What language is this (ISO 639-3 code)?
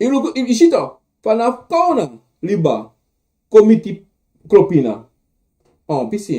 srn